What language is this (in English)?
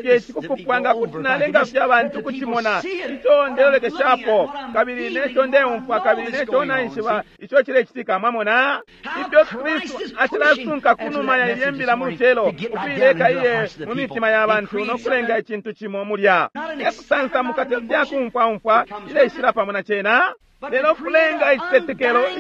Bemba